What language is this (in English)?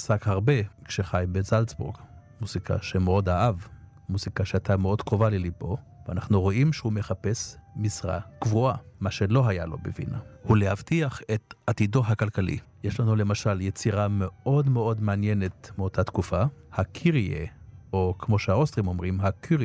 Hebrew